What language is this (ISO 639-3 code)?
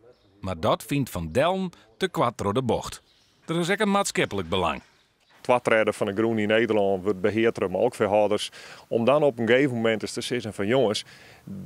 fry